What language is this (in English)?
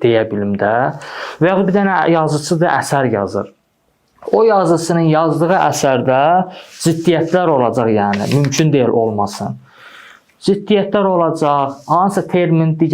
Azerbaijani